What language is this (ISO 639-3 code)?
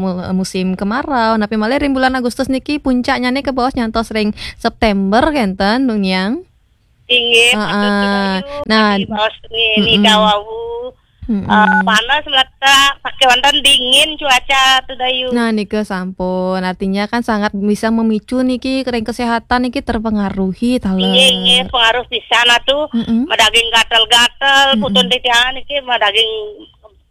ban